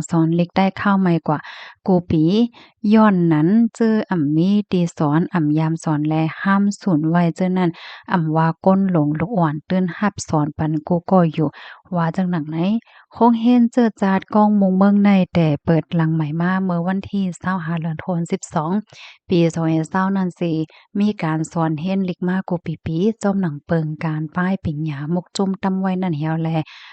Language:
Shan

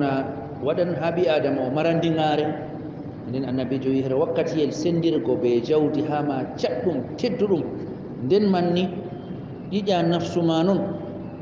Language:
Fula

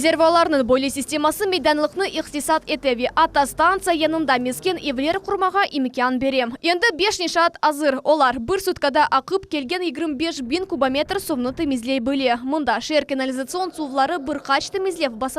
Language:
Crimean Tatar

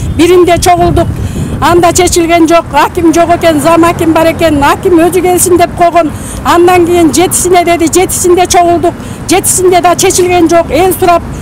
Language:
Kyrgyz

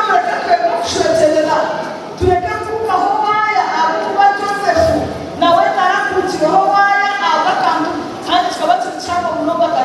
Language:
Nyankole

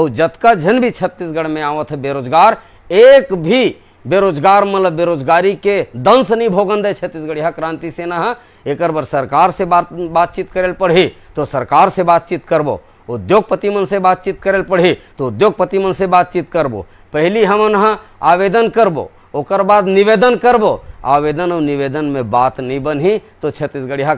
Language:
Chhattisgarhi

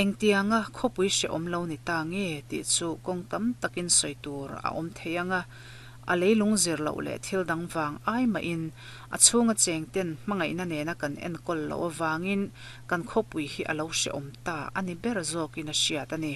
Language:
Mizo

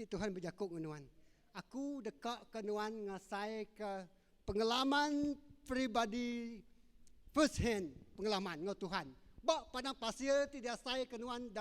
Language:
Iban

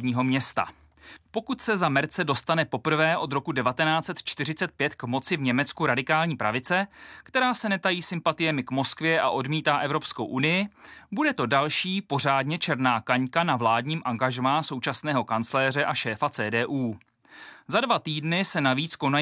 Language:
Czech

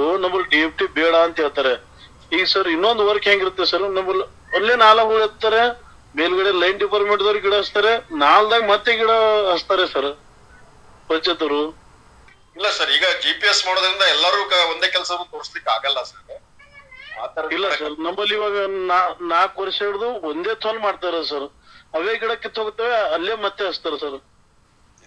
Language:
Kannada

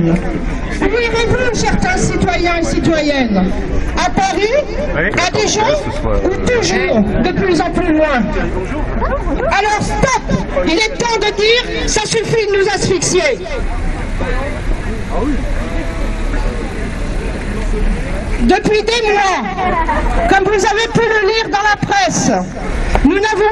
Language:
French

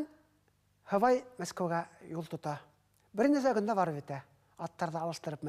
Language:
Bashkir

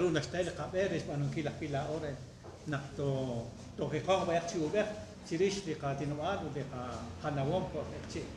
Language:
Kekchí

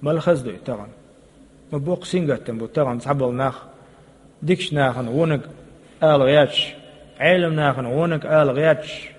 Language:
Chechen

